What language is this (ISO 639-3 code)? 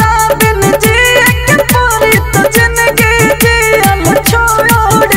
bho